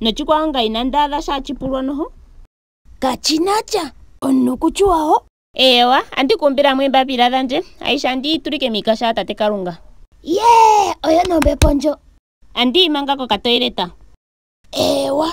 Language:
Ndonga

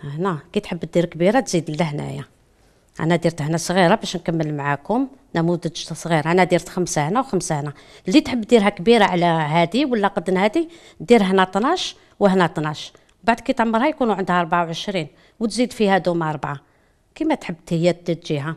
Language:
Algerian Arabic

